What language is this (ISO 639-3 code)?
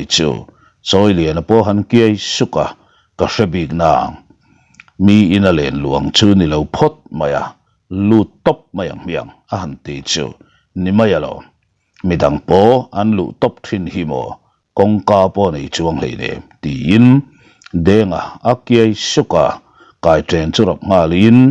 lus